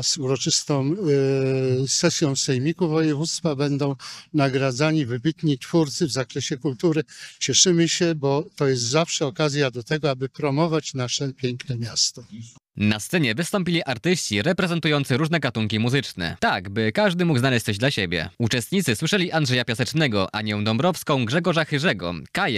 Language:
Polish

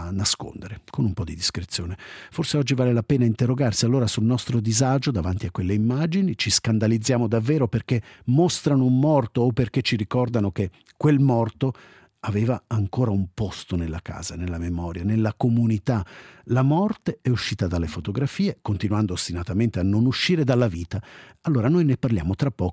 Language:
Italian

